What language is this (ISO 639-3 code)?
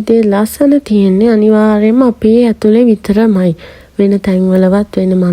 sin